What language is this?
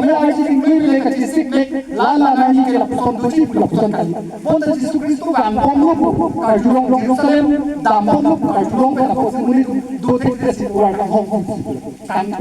Karbi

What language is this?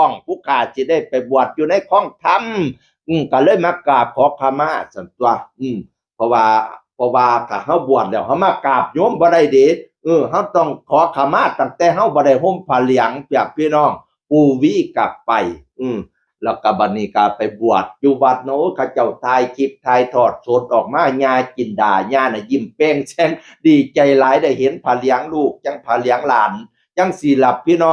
Northeastern Thai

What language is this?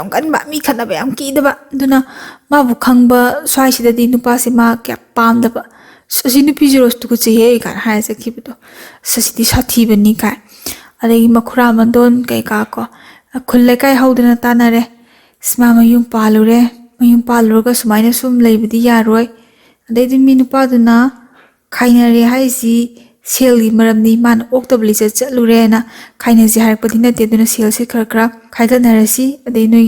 Manipuri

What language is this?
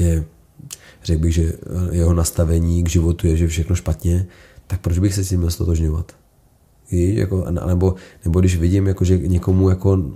Czech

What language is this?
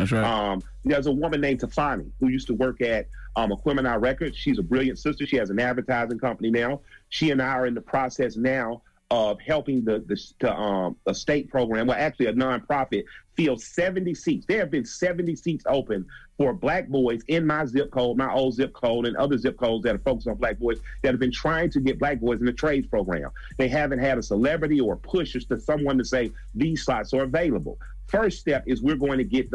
English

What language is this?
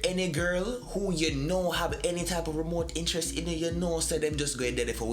Jamaican Creole English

